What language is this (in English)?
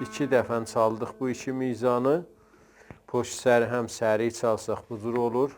South Azerbaijani